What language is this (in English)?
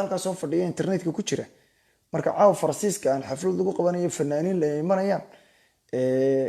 Somali